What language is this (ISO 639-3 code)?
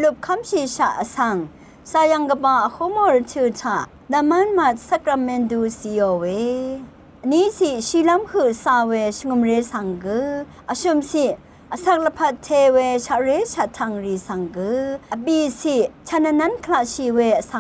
raw